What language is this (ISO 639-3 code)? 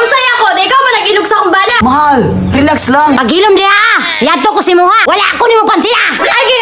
ceb